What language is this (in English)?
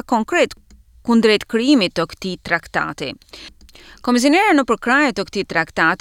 Albanian